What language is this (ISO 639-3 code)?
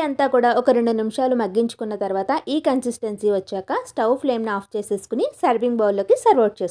tel